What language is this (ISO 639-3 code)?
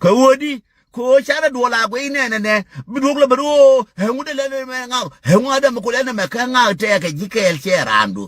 nus